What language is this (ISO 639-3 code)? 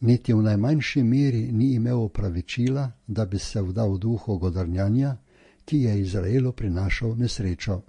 slv